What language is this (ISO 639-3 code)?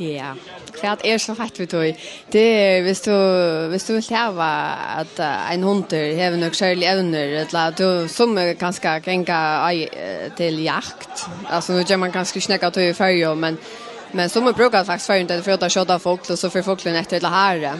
fao